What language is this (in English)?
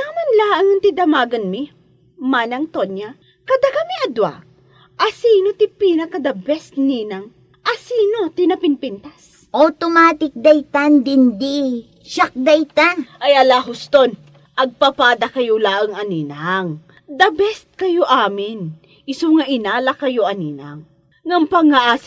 Iloko